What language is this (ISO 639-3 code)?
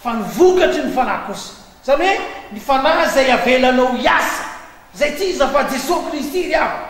mlg